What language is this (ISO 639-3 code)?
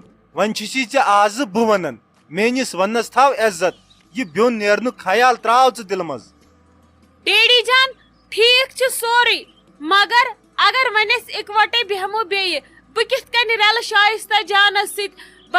kas